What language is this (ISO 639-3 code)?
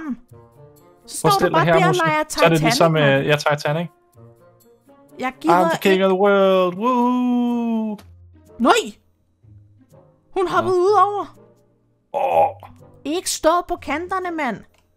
dan